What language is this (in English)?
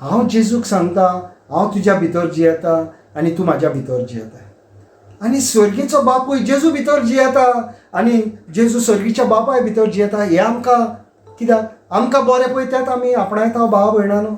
Konkani